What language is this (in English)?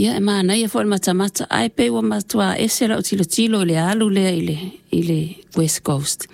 Samoan